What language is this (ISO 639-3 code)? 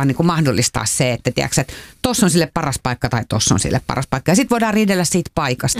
fin